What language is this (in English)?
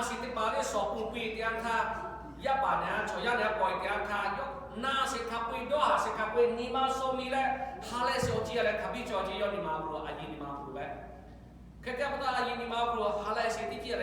Lahu